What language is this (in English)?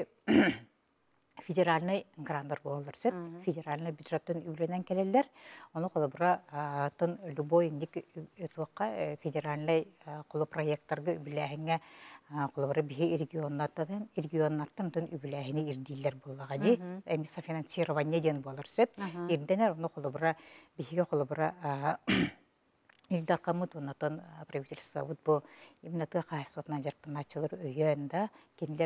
Yakut